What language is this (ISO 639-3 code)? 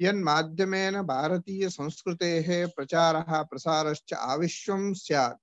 san